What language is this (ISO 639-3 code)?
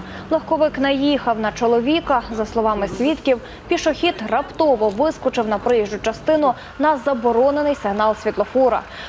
ukr